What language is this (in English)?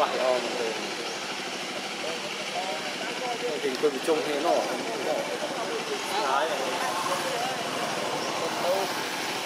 Vietnamese